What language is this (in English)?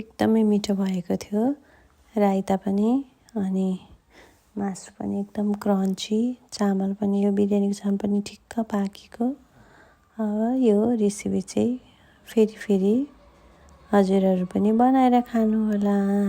Nepali